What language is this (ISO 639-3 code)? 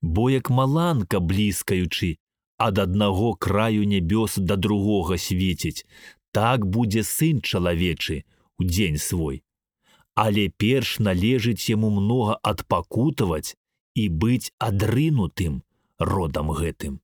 bel